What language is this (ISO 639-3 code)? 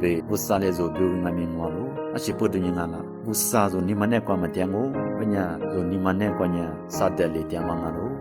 lis